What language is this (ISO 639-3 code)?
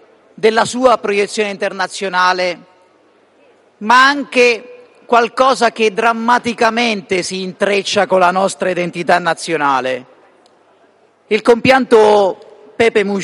ita